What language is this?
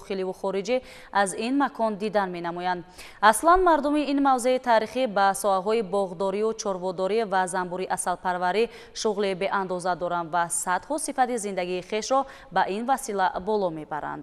Tajik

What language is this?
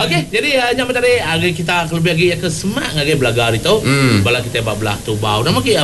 Iban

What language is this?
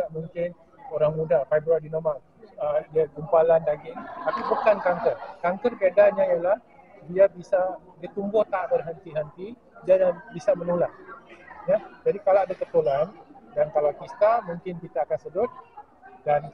Malay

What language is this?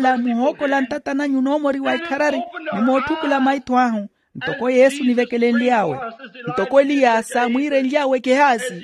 Makhuwa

